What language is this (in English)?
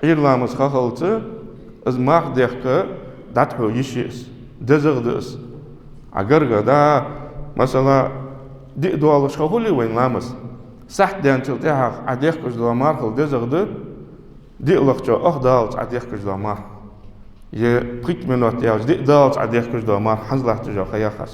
Ingush